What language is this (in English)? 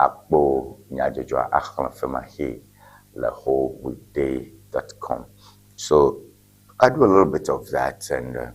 Ewe